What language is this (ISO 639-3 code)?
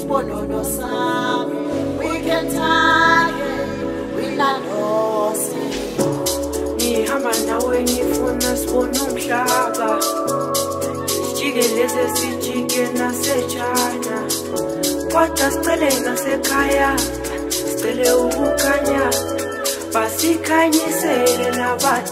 zul